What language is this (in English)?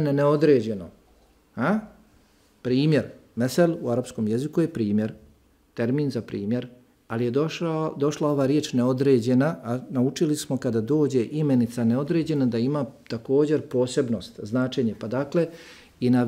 Bosnian